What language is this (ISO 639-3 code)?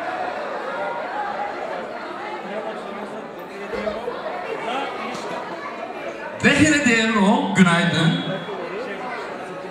bul